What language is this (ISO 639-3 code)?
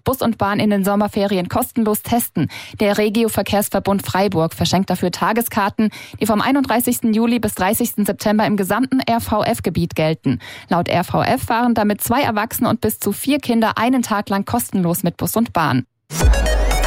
deu